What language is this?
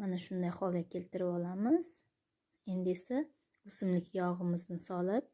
Uzbek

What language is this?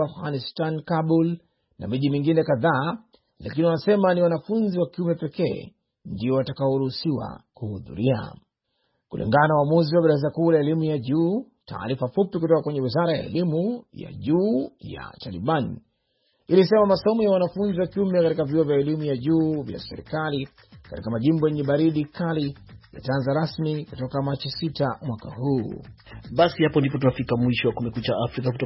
Swahili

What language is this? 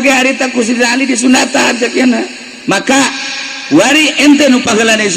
Sundanese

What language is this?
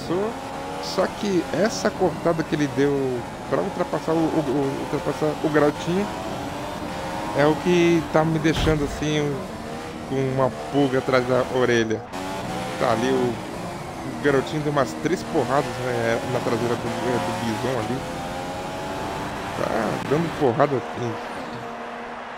Portuguese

